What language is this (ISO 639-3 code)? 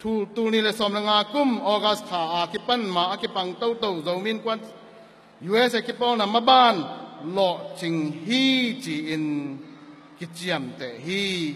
ctd